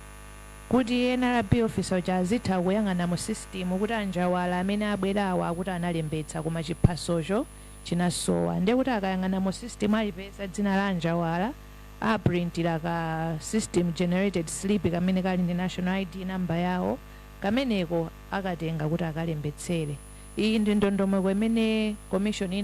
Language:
Nyanja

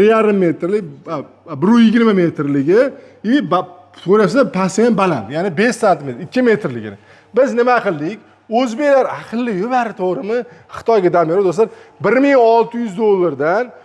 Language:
Uzbek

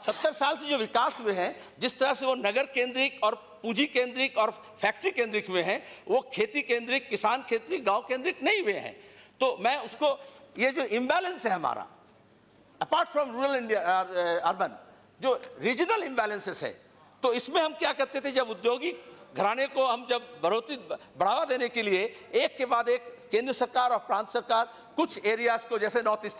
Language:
Hindi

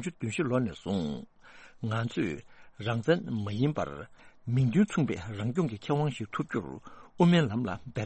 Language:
Tibetan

